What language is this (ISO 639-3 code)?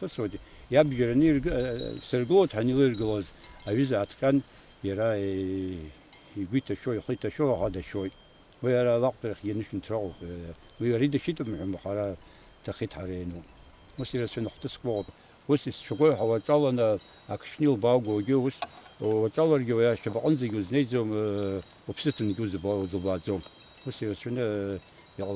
abk